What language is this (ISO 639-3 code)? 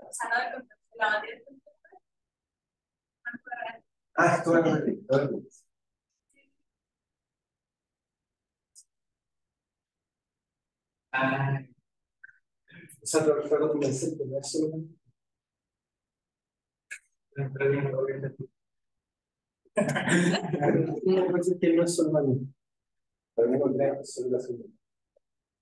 spa